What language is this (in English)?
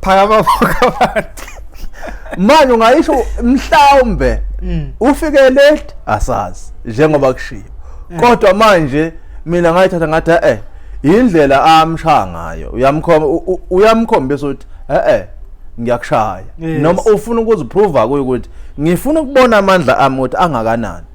Zulu